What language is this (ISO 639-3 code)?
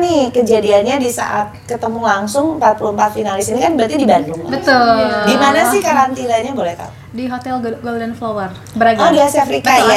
ind